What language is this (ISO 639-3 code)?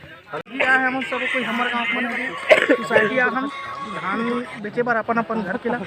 hne